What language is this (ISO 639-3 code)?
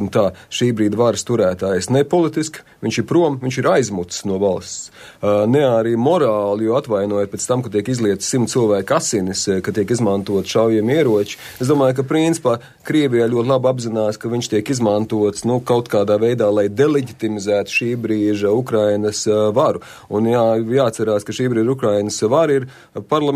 lav